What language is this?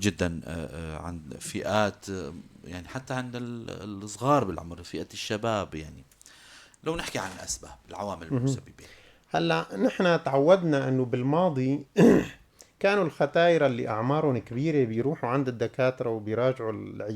North Levantine Arabic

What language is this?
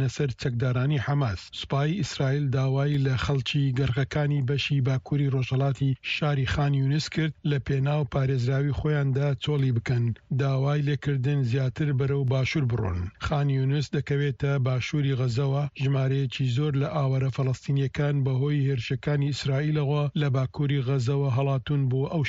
Central Kurdish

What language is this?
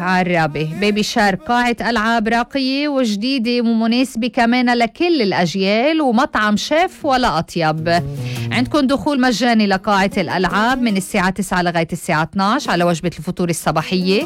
North Levantine Arabic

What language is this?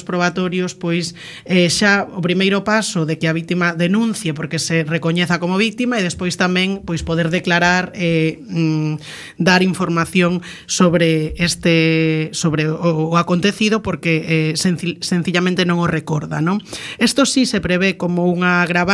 Galician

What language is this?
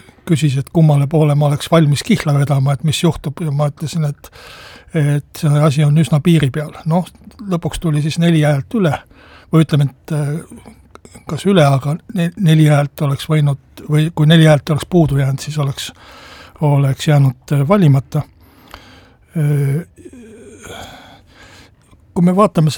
Estonian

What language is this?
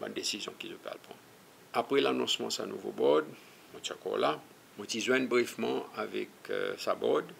Seselwa Creole French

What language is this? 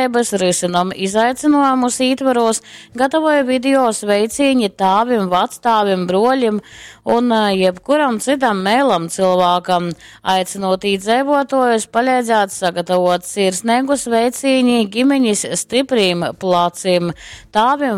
Latgalian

